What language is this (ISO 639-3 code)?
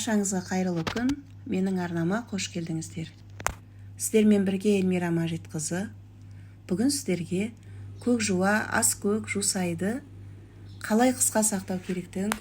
kaz